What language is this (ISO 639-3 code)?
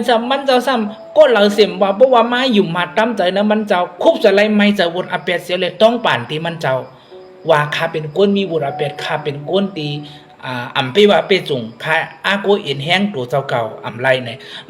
shn